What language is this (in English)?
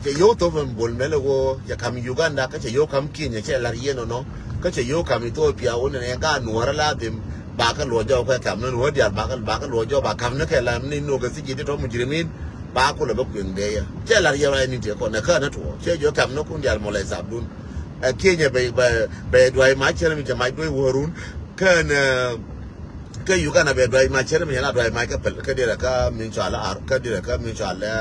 Nuer